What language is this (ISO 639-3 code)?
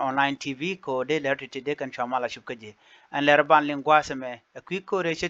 nus